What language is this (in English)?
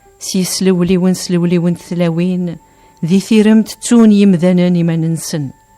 Kabyle